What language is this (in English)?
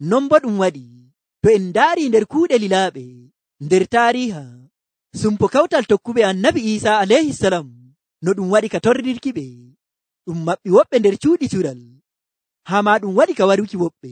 Nigerian Fulfulde